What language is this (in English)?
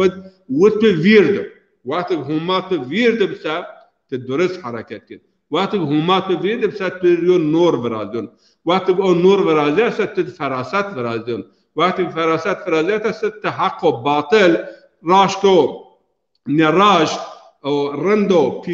Zaza